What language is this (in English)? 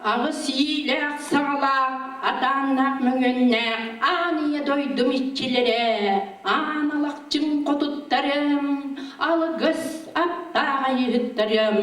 Yakut